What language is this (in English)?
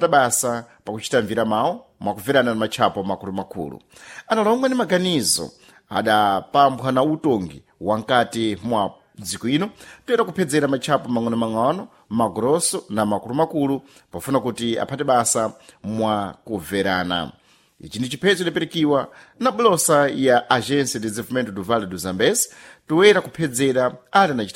Sena